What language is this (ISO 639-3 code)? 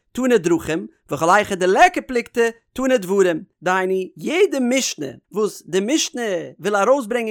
yid